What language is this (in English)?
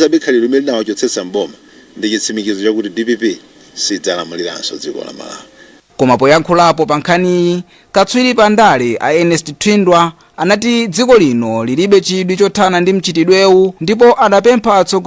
Nyanja